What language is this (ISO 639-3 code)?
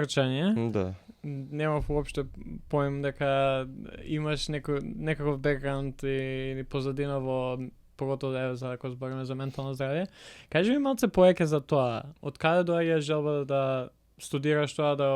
mkd